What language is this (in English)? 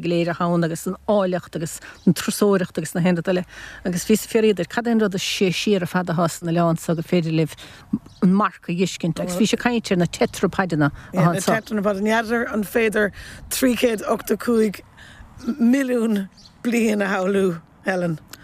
Irish